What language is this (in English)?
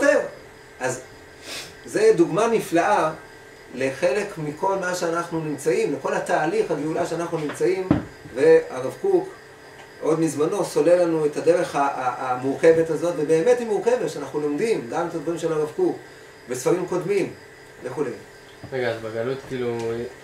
Hebrew